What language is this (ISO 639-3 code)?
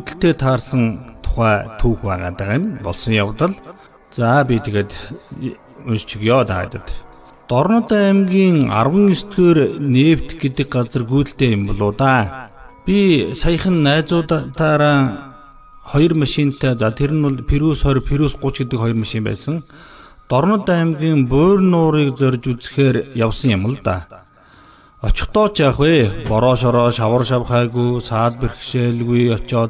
mon